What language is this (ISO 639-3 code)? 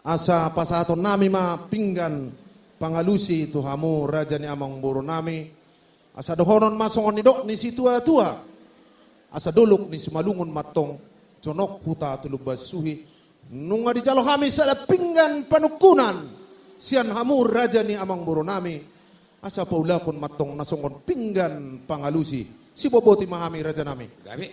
bbc